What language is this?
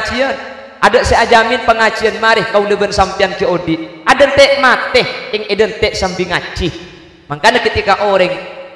Madurese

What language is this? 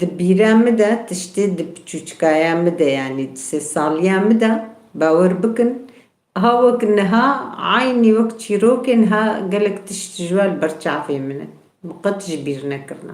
Kurdish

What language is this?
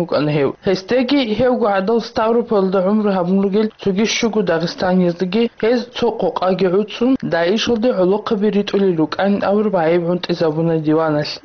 Avaric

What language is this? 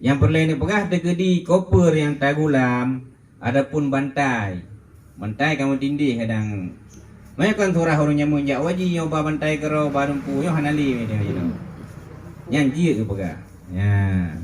Achinese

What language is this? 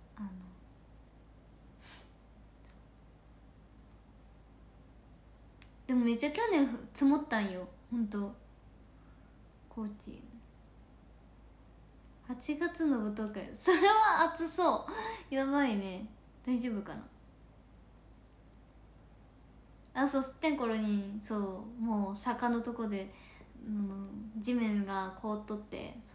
Japanese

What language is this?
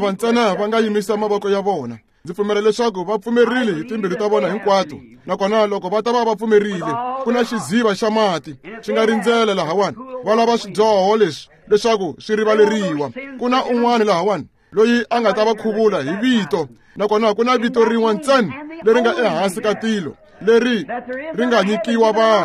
Tsonga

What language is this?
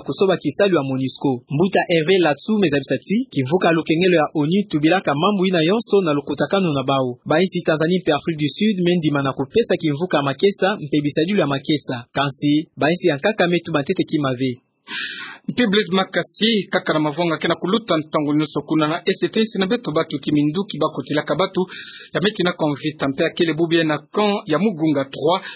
Kituba (Democratic Republic of Congo)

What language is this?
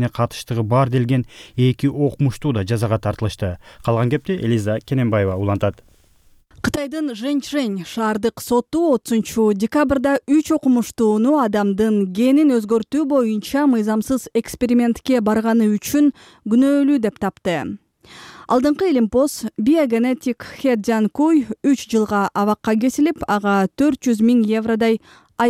Kyrgyz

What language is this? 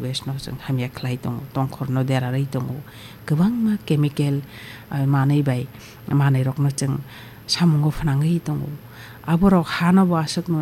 Kok Borok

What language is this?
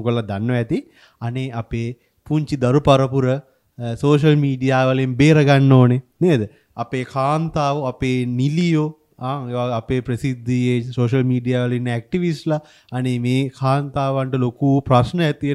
Sinhala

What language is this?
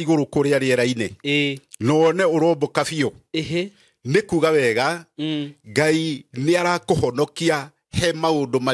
Kikuyu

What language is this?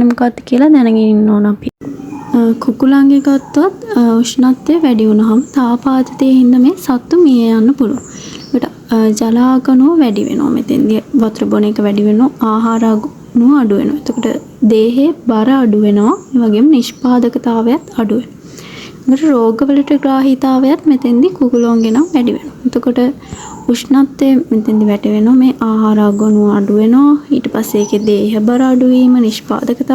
Sinhala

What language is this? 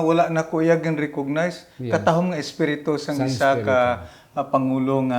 Hiligaynon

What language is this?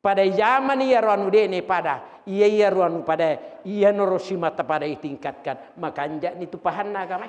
Buginese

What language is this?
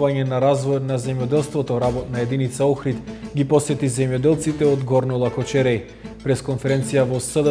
Macedonian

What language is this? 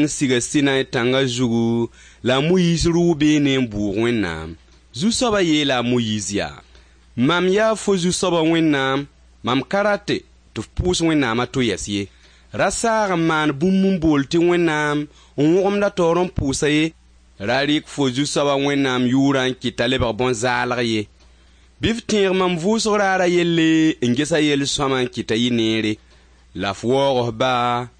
Mossi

